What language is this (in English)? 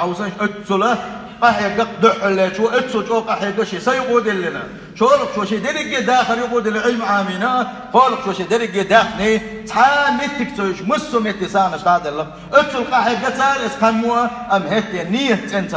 Chechen